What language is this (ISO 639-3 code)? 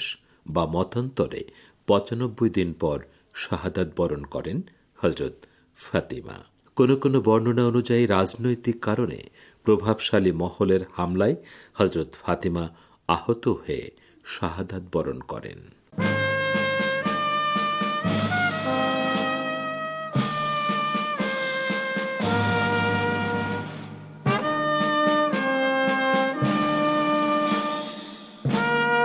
ben